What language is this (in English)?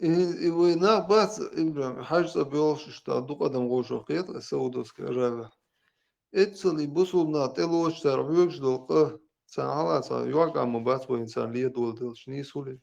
Chechen